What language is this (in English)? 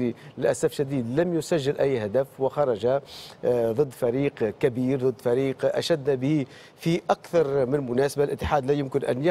Tunisian Arabic